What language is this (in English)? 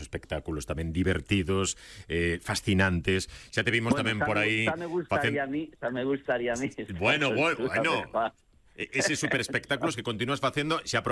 Galician